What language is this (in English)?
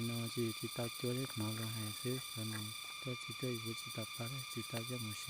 Hmong